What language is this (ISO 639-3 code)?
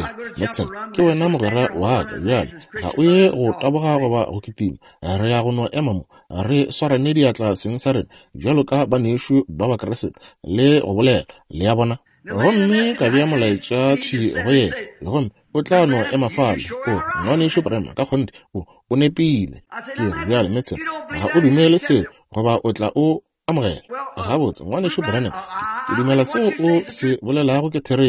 nso